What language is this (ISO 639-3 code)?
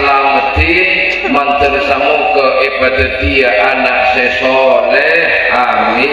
mad